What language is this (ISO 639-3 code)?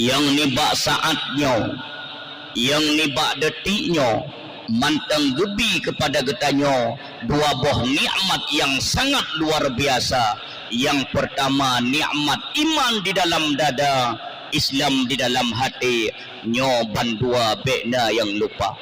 ace